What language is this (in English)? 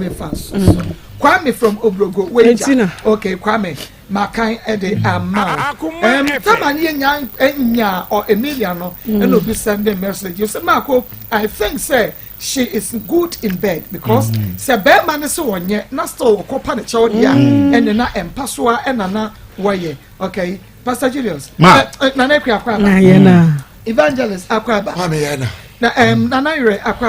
Akan